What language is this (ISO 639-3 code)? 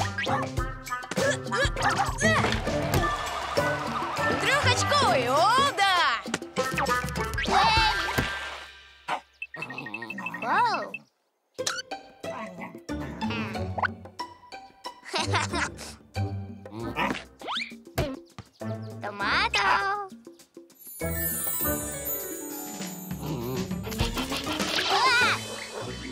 rus